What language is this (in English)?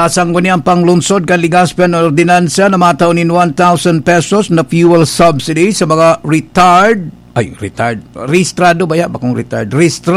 Bikol